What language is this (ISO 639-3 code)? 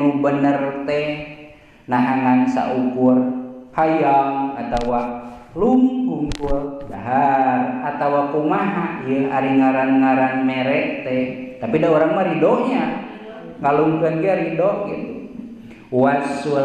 sun